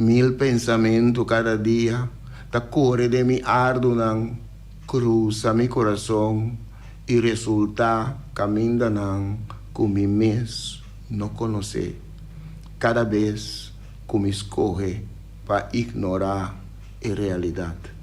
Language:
Papiamento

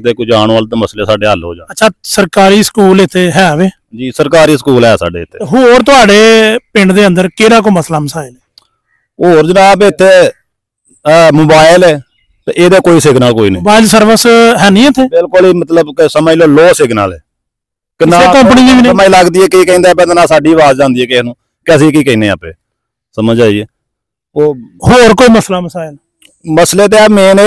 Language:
Punjabi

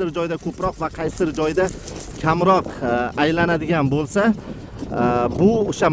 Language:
Uzbek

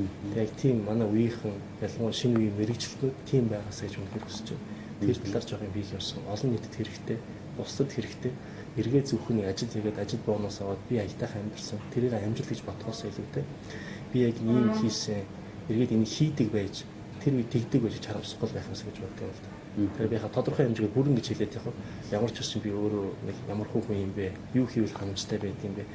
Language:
Mongolian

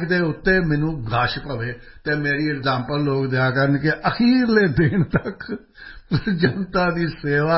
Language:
Punjabi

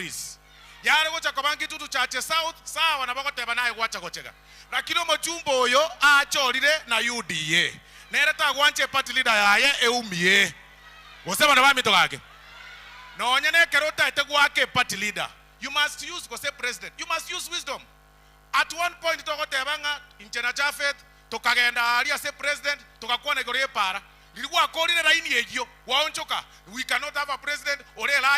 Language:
Gusii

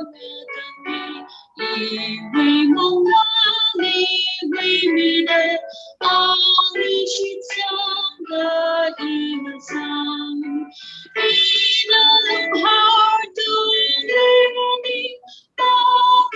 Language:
Tangkhul Naga (India)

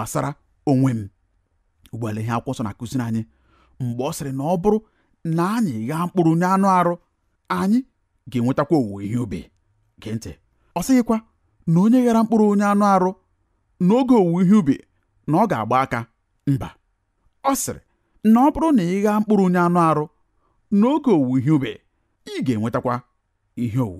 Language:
Igbo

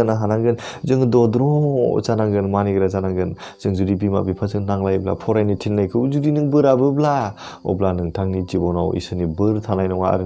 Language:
Bodo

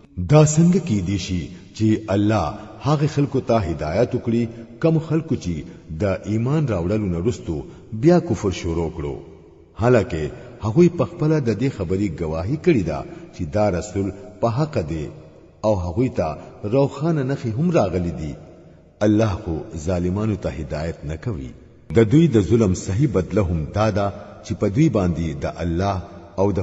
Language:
Pashto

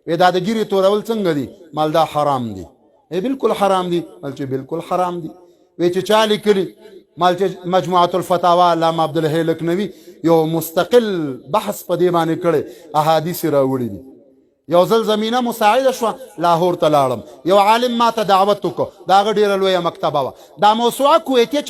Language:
Pashto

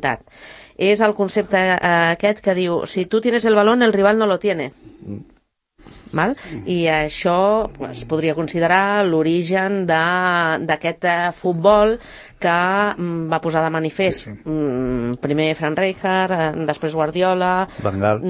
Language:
Catalan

